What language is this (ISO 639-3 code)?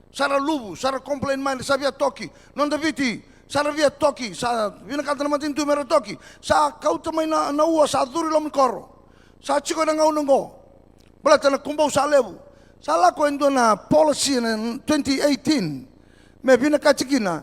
fij